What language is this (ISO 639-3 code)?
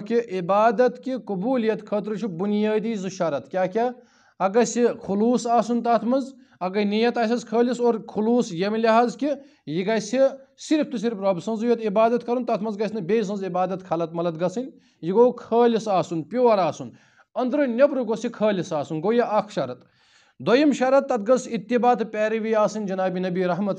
kas